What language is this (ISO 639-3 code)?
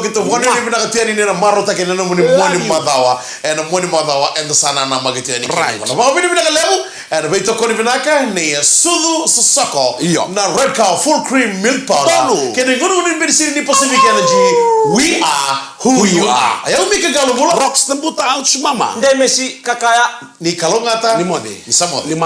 fij